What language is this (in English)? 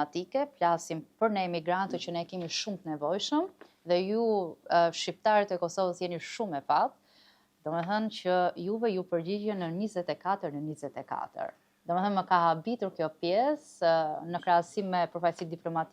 Albanian